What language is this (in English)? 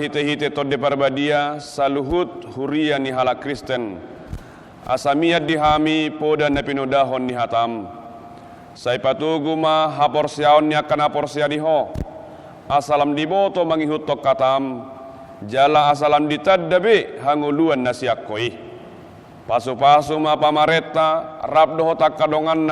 Batak Toba